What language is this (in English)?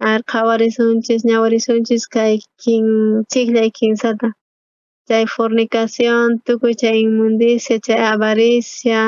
South Bolivian Quechua